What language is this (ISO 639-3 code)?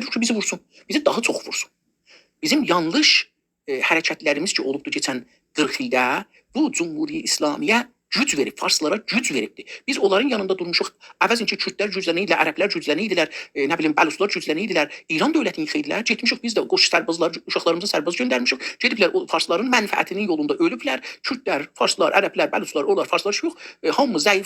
azb